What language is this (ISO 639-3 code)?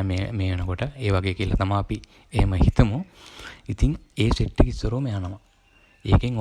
sin